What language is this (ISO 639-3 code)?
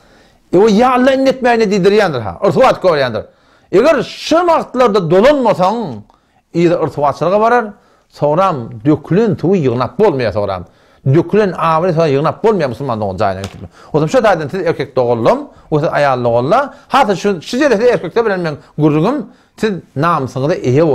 tuk